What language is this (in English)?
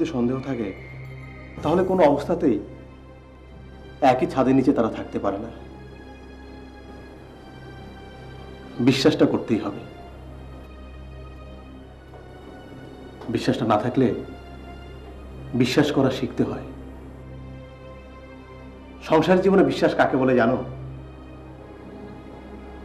Bangla